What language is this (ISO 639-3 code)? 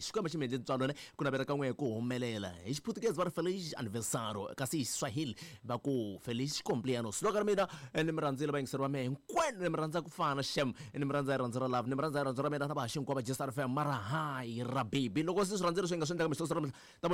tso